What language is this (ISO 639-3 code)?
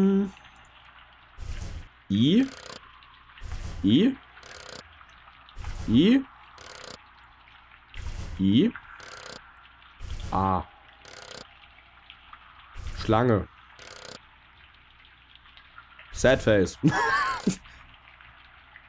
deu